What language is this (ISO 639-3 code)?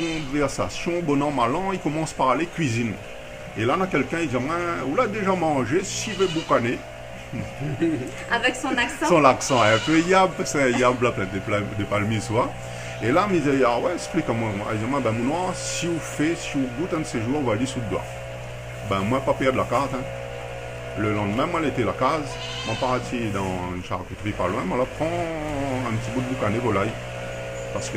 rcf